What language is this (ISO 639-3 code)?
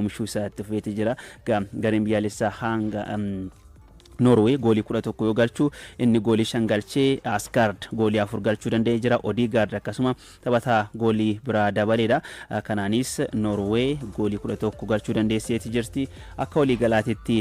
orm